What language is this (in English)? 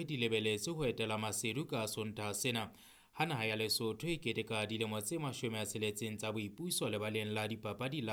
Southern Sotho